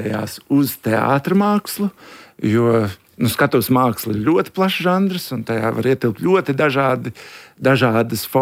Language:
Latvian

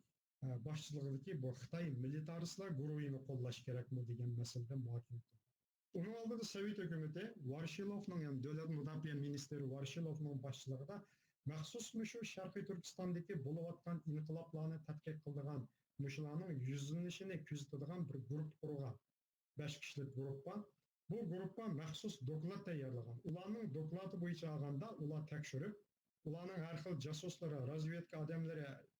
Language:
Uyghur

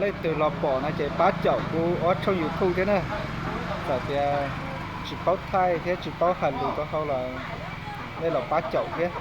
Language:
Hmong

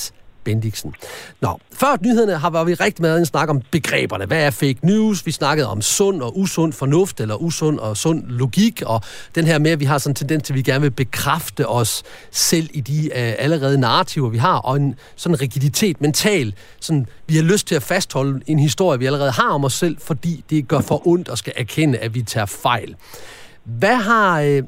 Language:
Danish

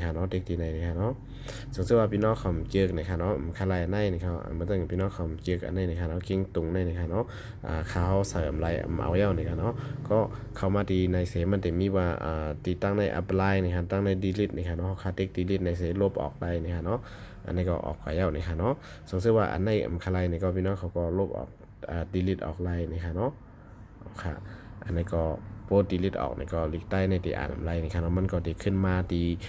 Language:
Shan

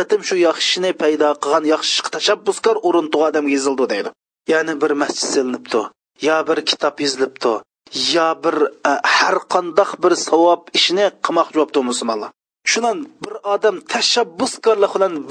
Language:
Uyghur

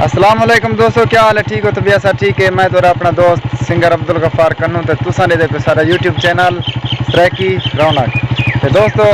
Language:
Saraiki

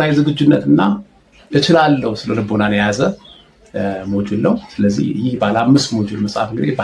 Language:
Amharic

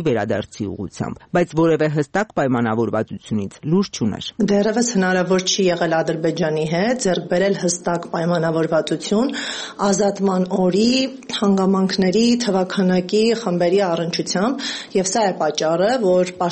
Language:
Armenian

